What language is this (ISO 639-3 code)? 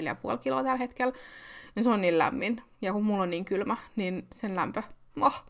fin